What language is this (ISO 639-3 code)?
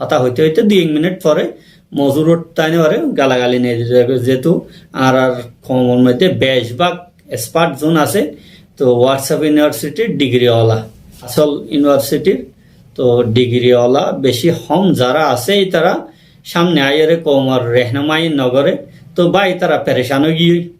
rhg